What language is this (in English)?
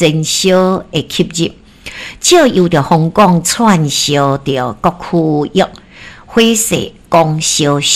Min Nan Chinese